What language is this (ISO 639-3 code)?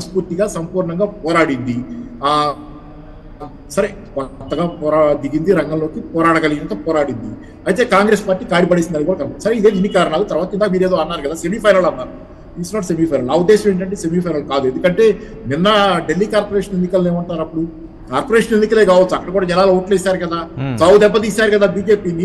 tel